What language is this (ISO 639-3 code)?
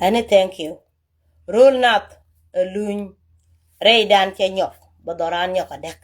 nus